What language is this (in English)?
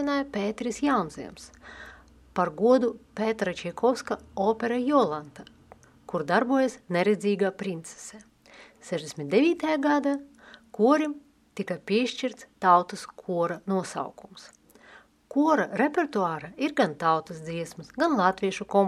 Latvian